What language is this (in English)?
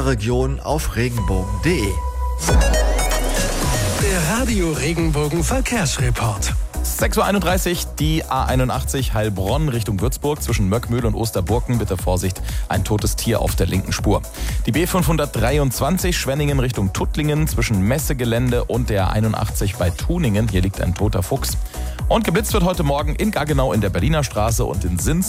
German